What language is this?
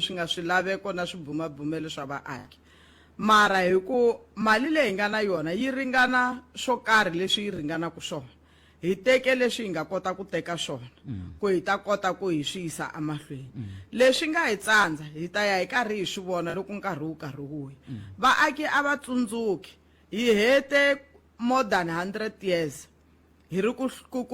Tsonga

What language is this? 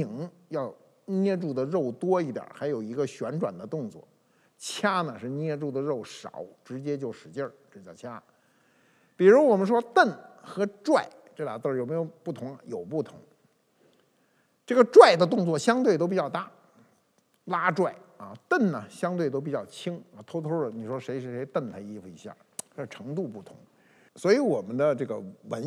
Chinese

